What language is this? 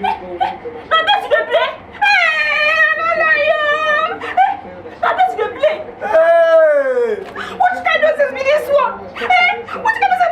Nigerian Pidgin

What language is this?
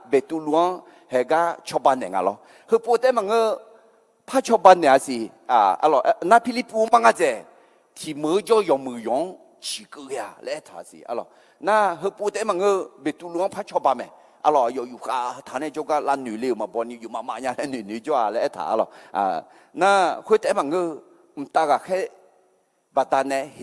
Akha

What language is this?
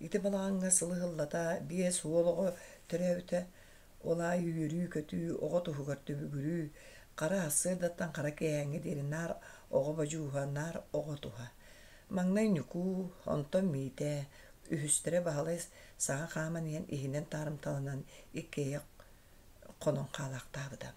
Yakut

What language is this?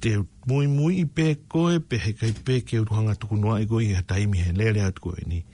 Tongan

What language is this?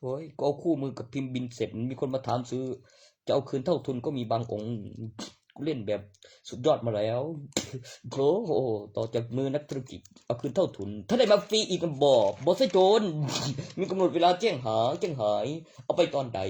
Northeastern Thai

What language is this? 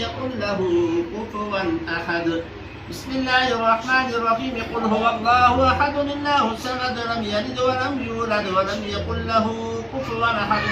Pahari-Potwari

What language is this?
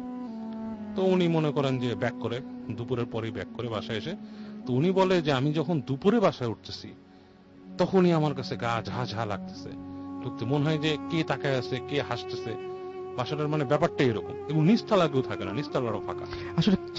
Bangla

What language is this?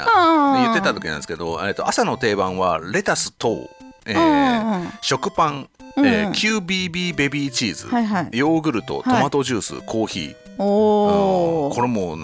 Japanese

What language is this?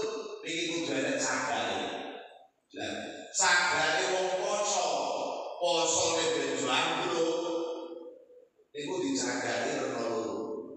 Javanese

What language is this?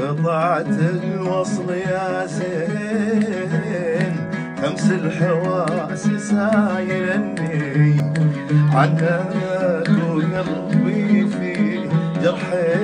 Gulf Arabic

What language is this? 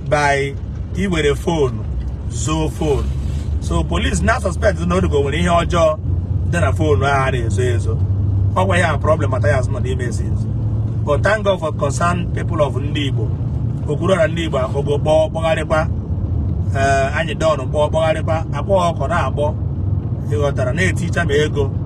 Igbo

